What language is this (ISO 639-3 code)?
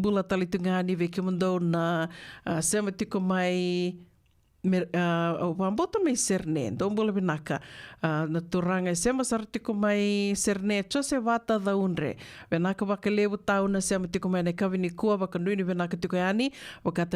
fij